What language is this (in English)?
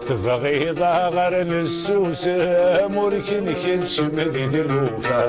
Kabyle